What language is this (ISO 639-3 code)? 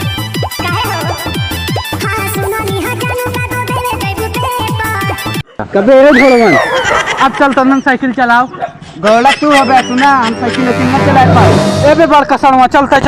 awa